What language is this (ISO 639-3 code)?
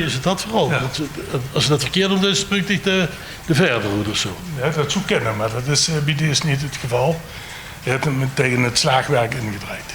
lim